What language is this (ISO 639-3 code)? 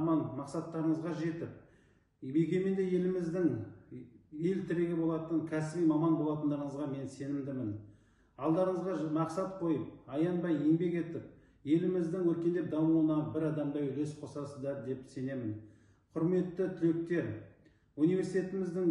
kaz